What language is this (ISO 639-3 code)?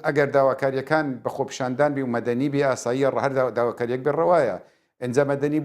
ckb